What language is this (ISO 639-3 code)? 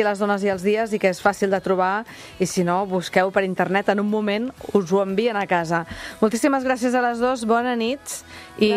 cat